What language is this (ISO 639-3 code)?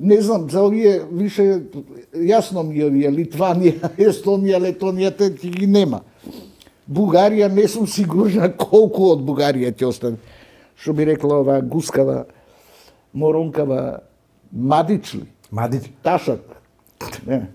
mkd